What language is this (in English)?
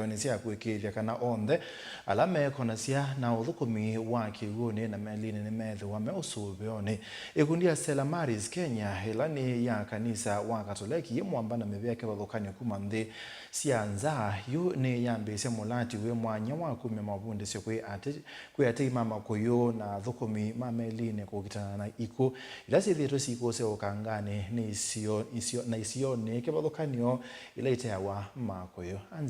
Kamba